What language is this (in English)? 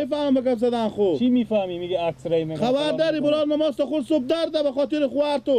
Persian